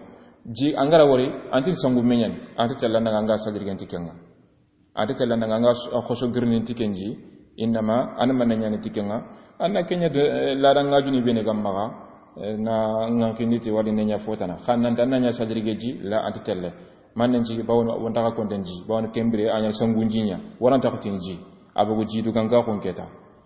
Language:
Soninke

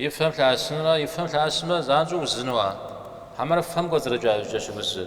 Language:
Kabardian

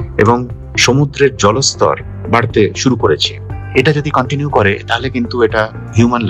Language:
Bangla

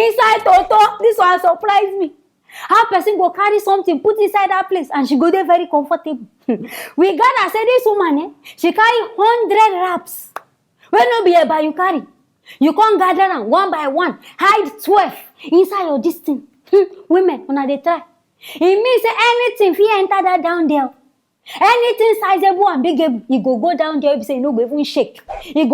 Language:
Nigerian Pidgin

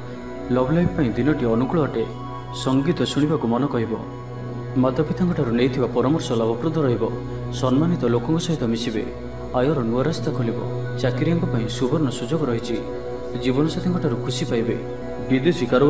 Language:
Odia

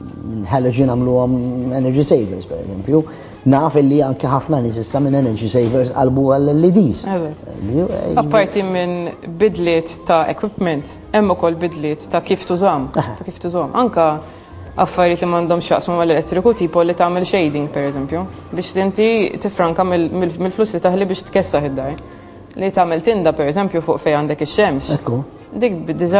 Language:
Maltese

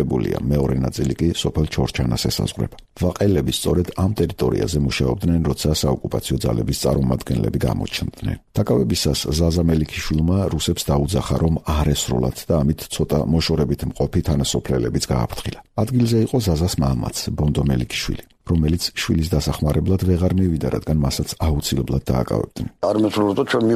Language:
Georgian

